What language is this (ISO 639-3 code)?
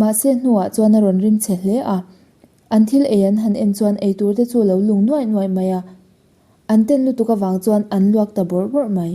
lus